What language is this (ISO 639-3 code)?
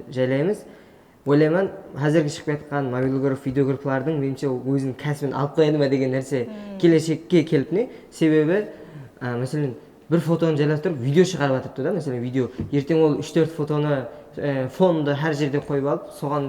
kaa